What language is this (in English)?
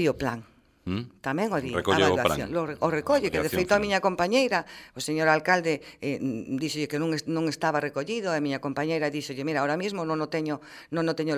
Galician